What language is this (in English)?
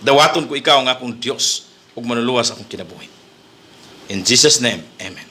Cebuano